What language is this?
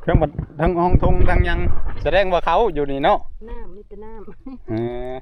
Northeastern Thai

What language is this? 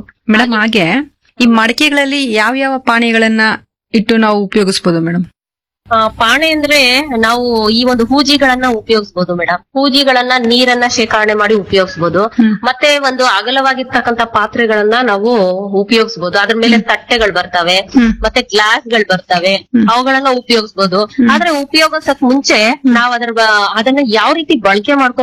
Kannada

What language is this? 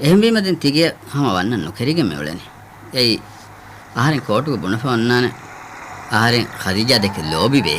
Divehi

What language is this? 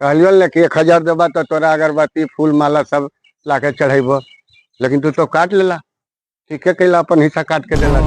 Magahi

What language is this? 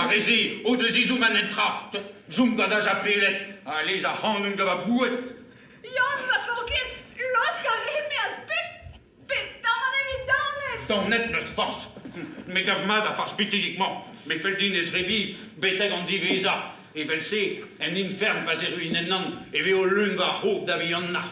Breton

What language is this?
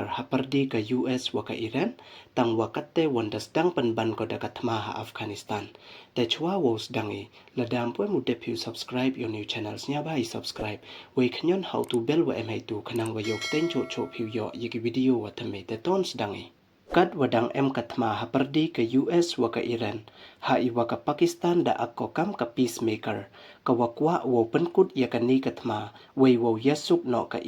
Pnar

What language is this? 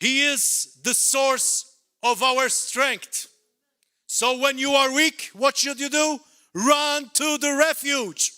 English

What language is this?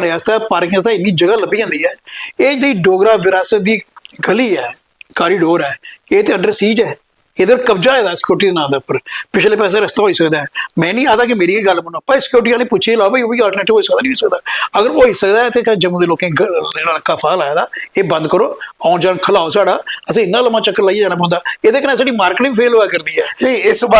Dogri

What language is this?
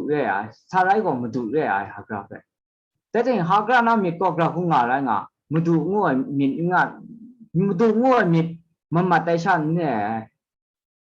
Kachin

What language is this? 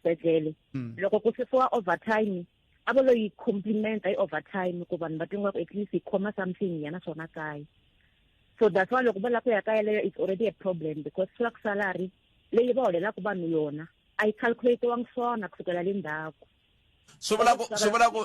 Tsonga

